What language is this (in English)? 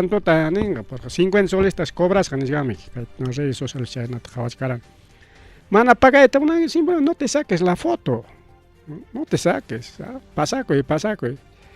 Ayacucho Quechua